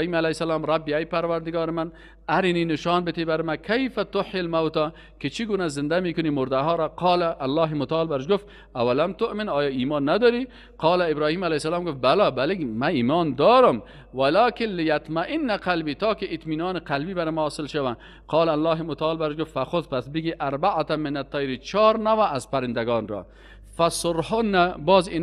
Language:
Persian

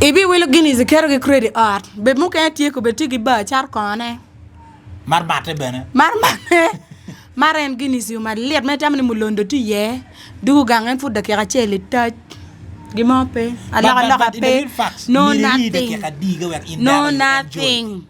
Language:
Acoli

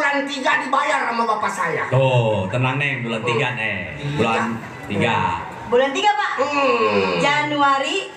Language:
Betawi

